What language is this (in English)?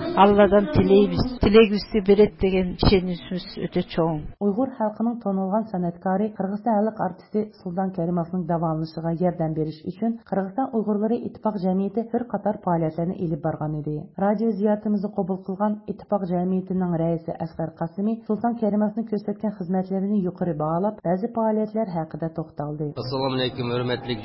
Uyghur